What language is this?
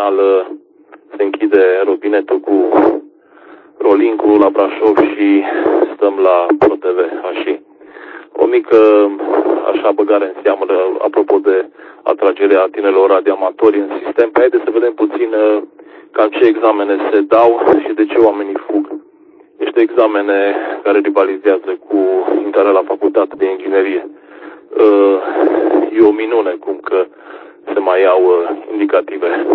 Romanian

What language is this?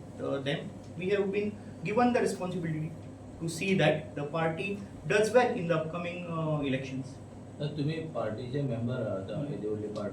Konkani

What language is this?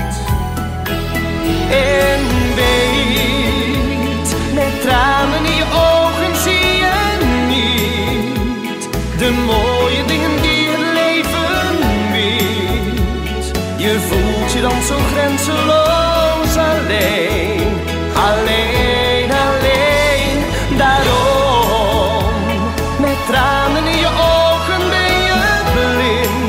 Dutch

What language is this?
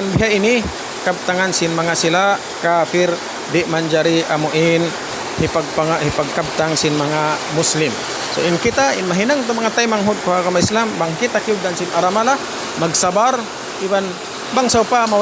Tausug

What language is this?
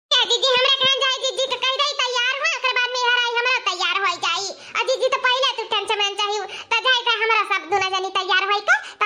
Awadhi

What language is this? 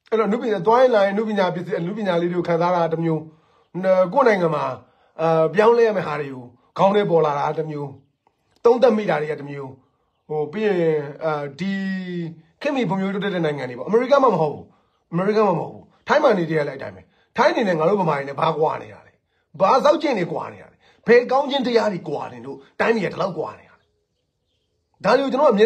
Burmese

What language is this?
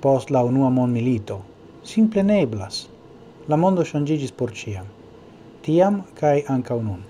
Esperanto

